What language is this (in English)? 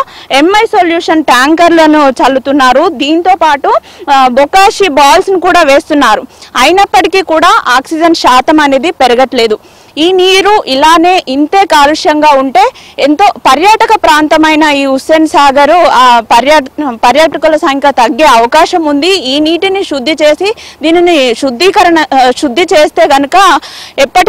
Telugu